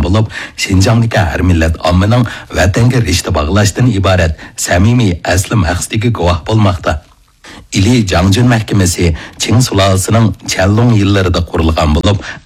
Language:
Uyghur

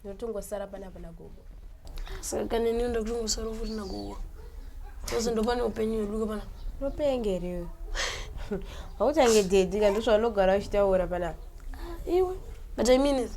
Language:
Shona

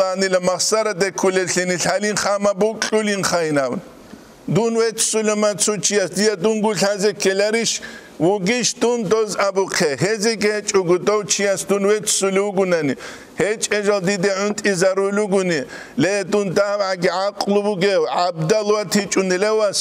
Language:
Avaric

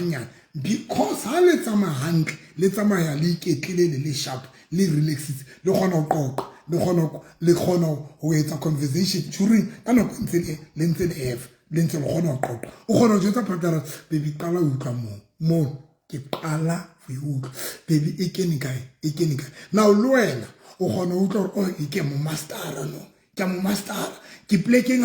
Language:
Southern Sotho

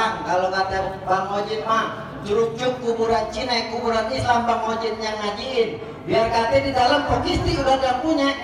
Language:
Betawi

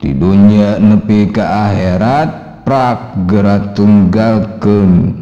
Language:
Sundanese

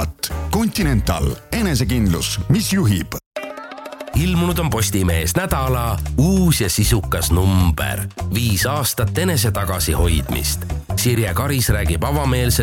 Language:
Estonian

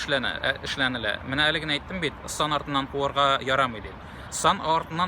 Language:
Tatar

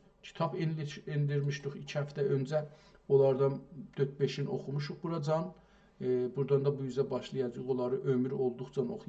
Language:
South Azerbaijani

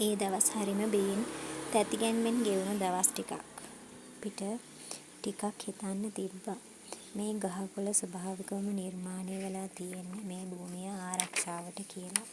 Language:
Sinhala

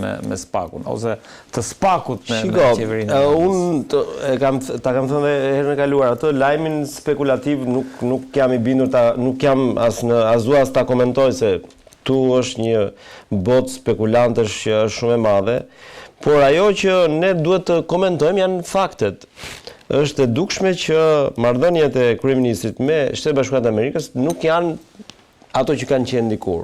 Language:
Albanian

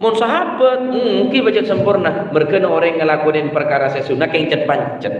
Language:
Madurese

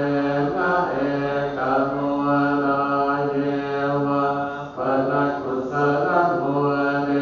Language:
Pali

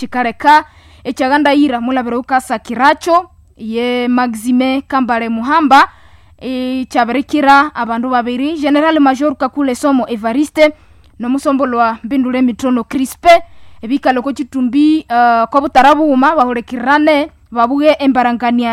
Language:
Nande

